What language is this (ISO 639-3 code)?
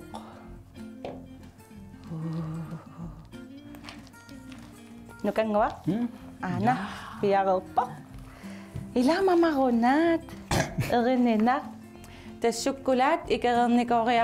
kal